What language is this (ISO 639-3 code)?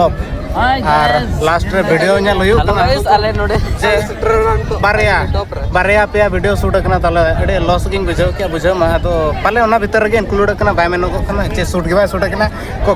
sat